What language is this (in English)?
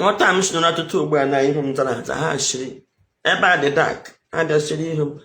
Igbo